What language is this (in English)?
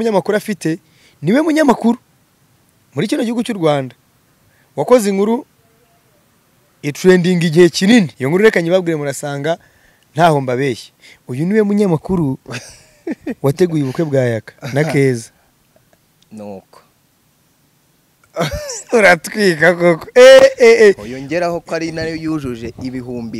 Kinyarwanda